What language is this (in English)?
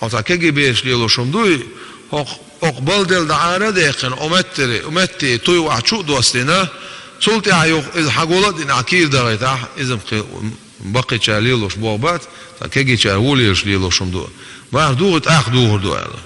Chechen